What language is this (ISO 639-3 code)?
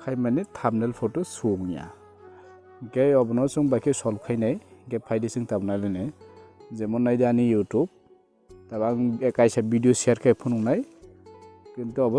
trp